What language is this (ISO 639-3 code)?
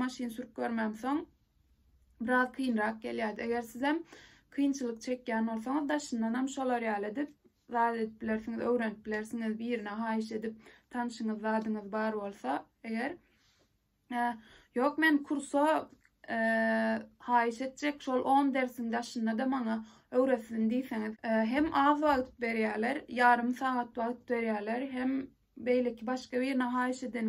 tuk